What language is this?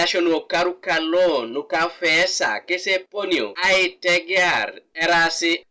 Teso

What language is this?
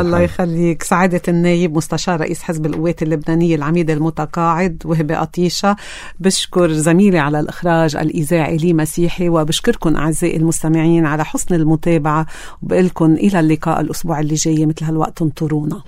North Levantine Arabic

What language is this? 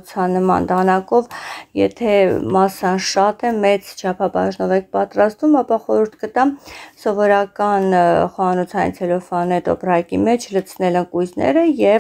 Armenian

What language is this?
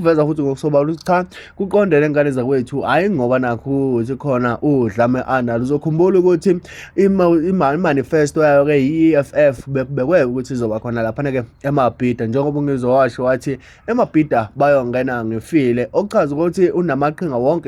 Zulu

